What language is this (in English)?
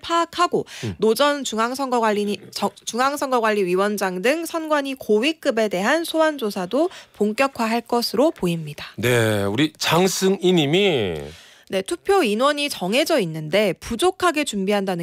Korean